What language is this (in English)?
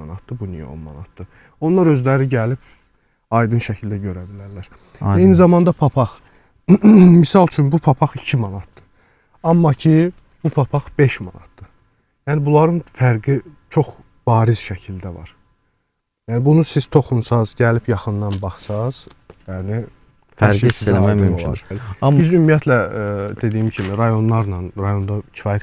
Azerbaijani